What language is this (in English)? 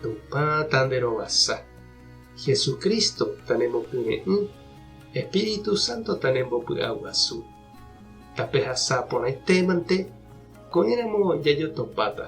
Guarani